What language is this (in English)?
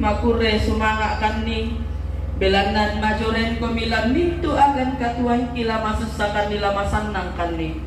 Toraja-Sa'dan